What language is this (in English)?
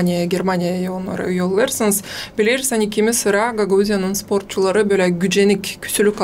Gagauz